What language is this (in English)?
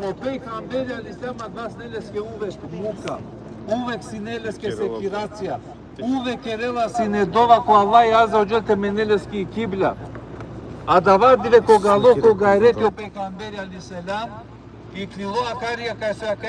Balkan Romani